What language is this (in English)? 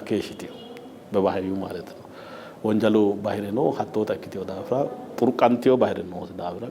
Sidamo